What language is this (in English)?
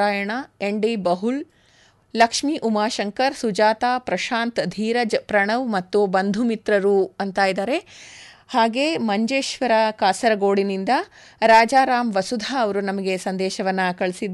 Kannada